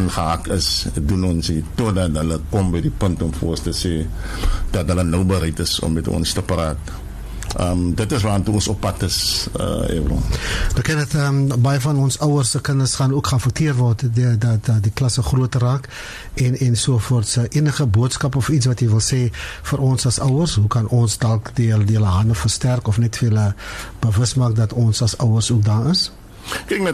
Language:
Afrikaans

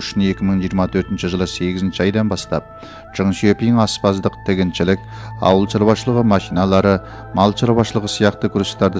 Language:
Kyrgyz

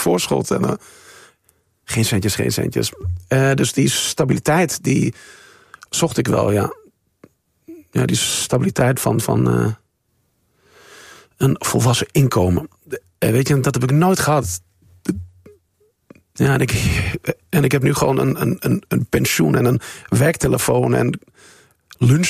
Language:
Dutch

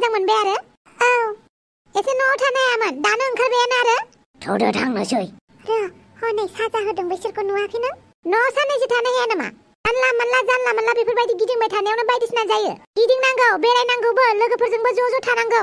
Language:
Bodo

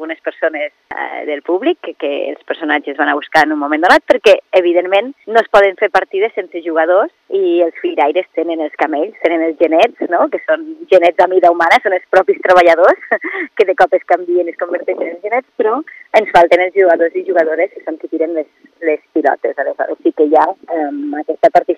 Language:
Catalan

